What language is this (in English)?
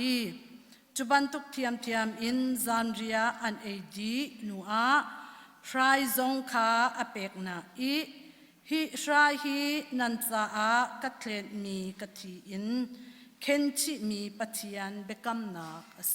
Hakha Chin